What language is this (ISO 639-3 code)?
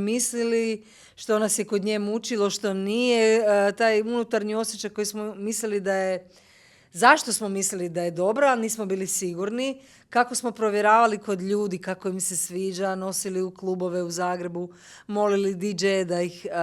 mkd